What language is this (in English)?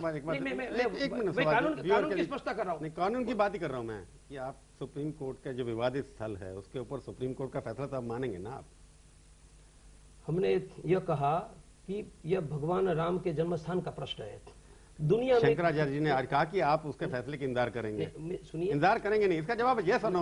Hindi